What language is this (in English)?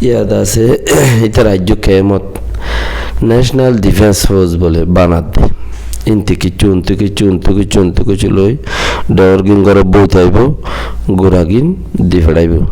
Rohingya